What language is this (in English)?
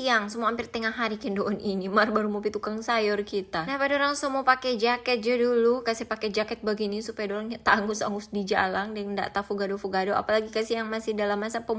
Manado Malay